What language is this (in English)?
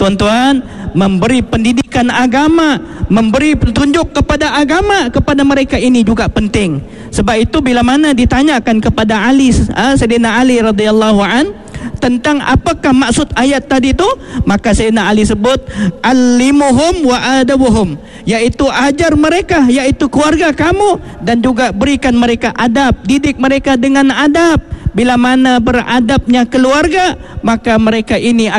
Malay